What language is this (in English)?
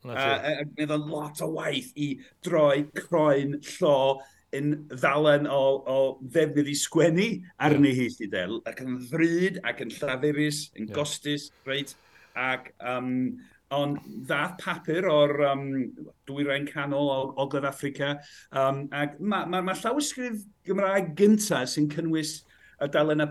Welsh